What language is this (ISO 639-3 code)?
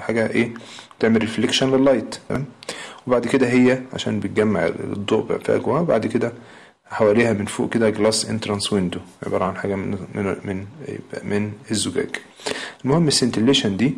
arz